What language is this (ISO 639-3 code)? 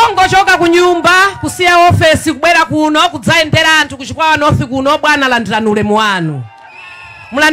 nya